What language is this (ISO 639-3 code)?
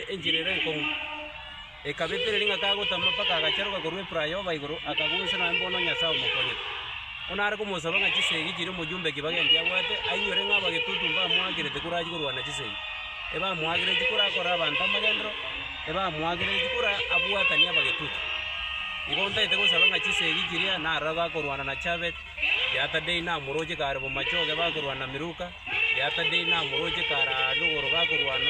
guz